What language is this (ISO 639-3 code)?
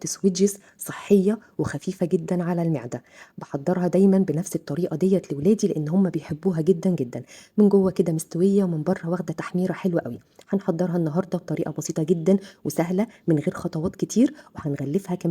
arz